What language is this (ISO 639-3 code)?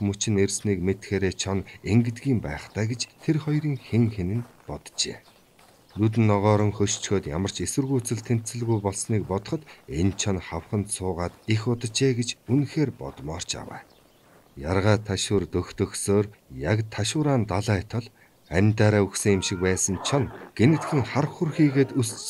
mon